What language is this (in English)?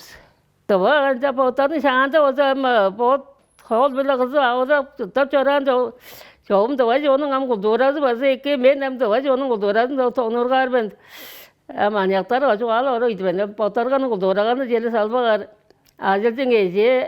Tuvinian